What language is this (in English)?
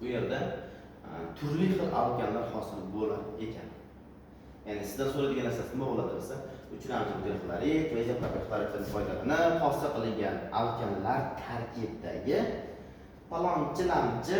Uzbek